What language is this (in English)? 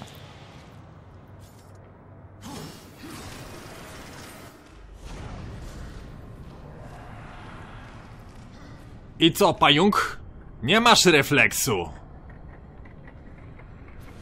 Polish